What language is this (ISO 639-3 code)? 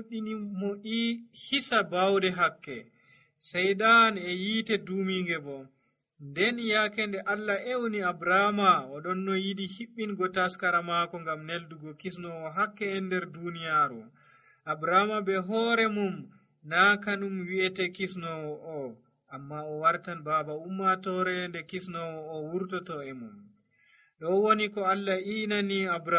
fuv